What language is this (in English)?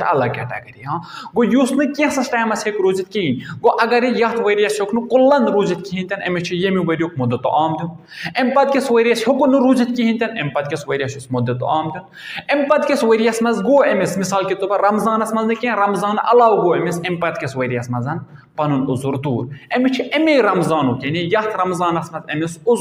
Kashmiri